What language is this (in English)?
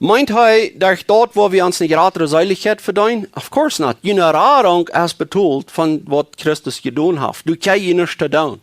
Plautdietsch